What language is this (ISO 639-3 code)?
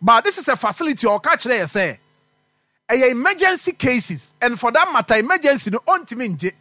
aka